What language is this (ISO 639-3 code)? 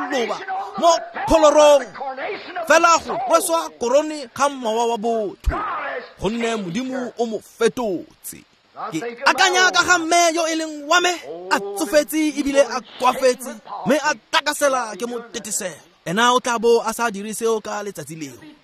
tsn